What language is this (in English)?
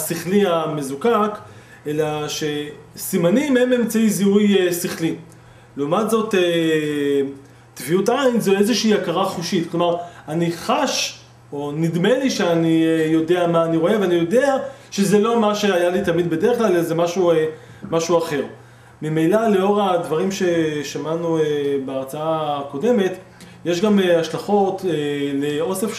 Hebrew